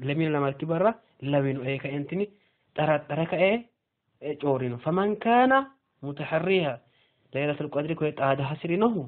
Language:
Sidamo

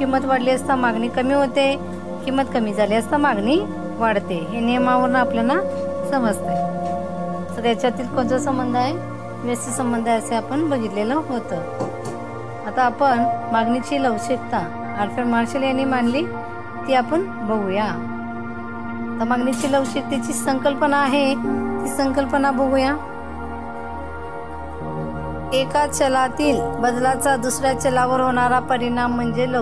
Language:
Marathi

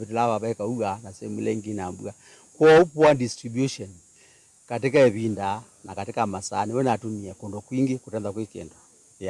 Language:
Kamba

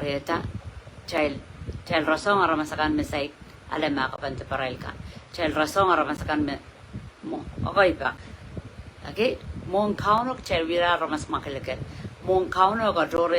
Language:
Pohnpeian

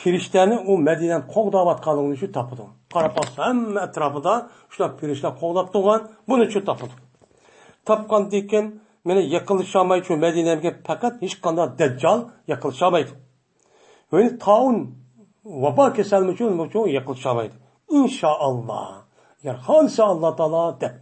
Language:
Uyghur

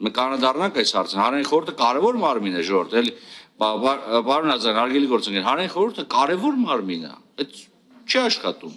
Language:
Armenian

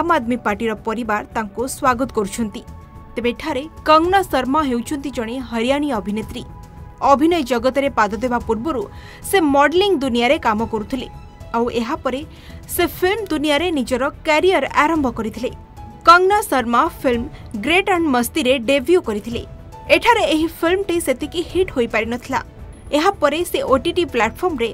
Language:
Odia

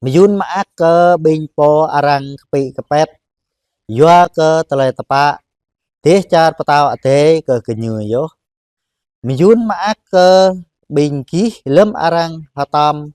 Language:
Jarai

